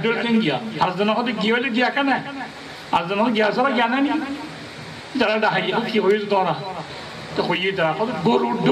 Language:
Rohingya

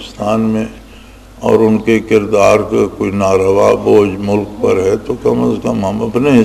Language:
Urdu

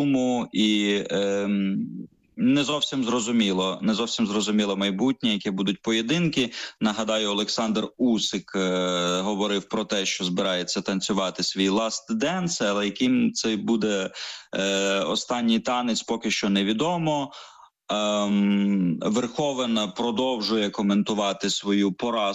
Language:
Ukrainian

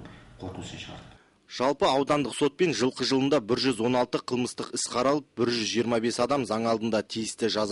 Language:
Kazakh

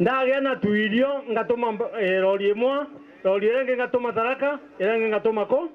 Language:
Meru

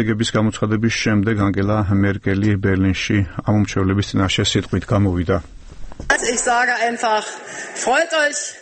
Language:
Georgian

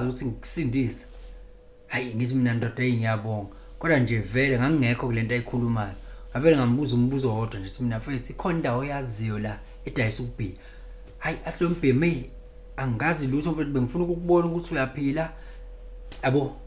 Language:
Zulu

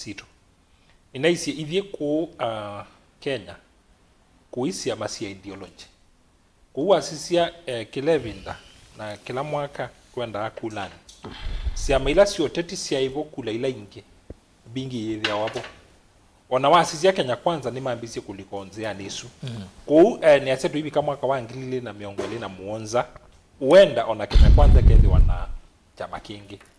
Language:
Kamba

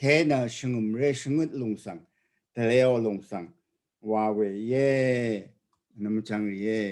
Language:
Rawang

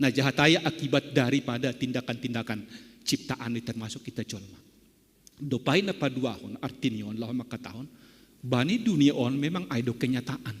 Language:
Batak Simalungun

